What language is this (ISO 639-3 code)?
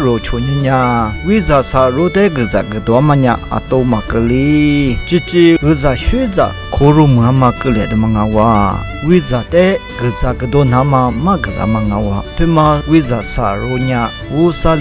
lis